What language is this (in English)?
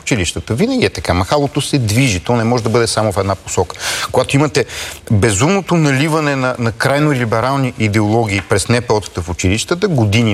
Bulgarian